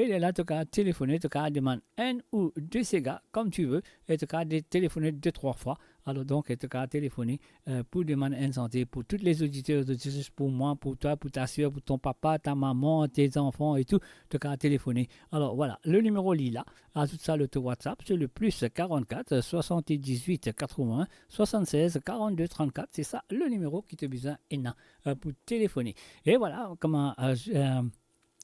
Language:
Morisyen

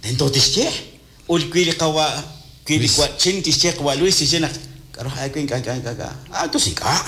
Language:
Kekchí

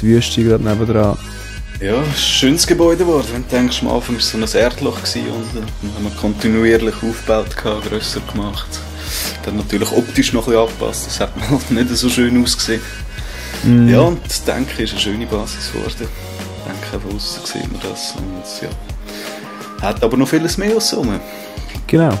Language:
Swiss German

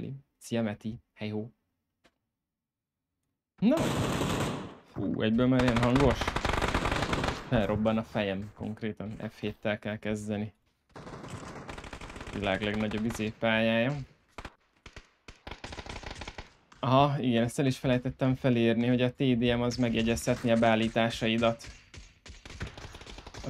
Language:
Hungarian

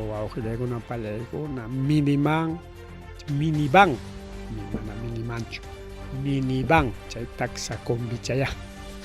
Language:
Ayacucho Quechua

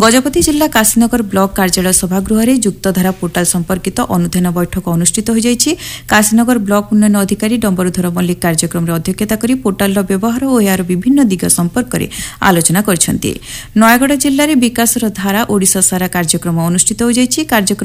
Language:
Odia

